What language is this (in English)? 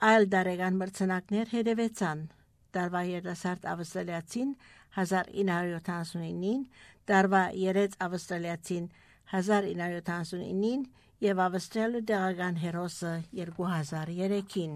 Armenian